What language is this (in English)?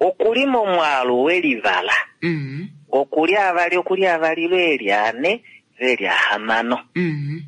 Kuanyama